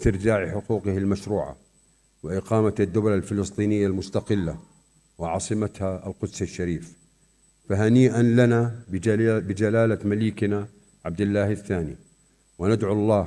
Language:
North Levantine Arabic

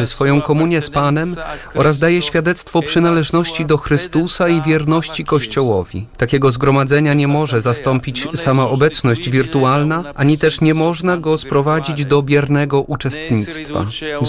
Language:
Polish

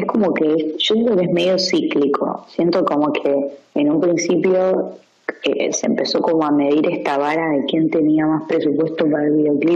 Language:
Spanish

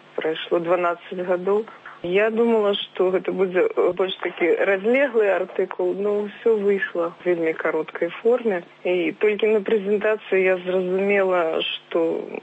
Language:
Belarusian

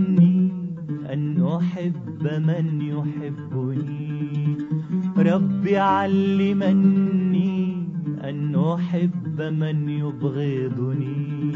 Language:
Arabic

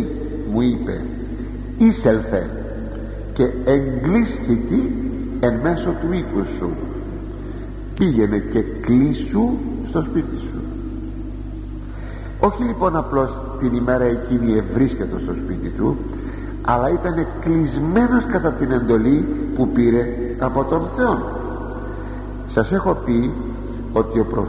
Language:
Greek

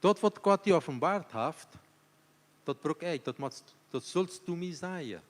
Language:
Plautdietsch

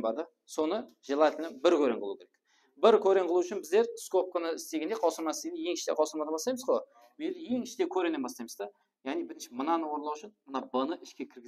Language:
Kara-Kalpak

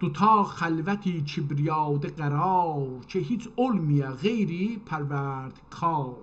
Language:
South Azerbaijani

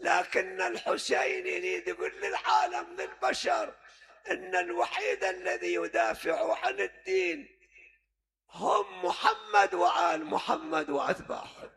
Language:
Mesopotamian Arabic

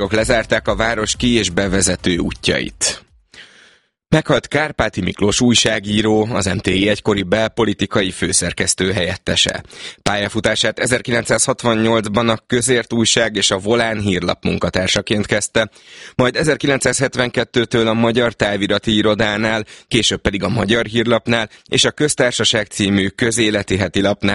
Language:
Hungarian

